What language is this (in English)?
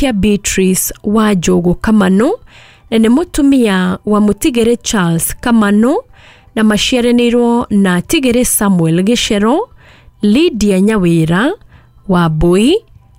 Kikuyu